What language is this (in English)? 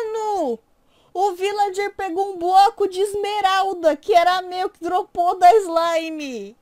Portuguese